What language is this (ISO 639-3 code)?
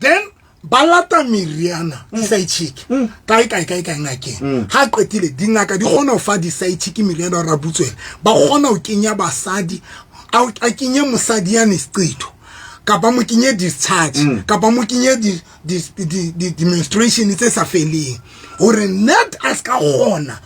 sot